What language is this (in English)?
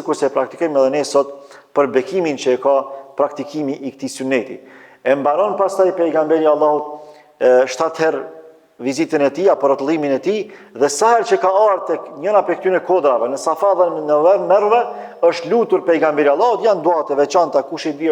Albanian